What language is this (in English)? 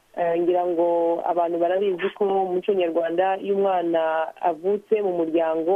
Kinyarwanda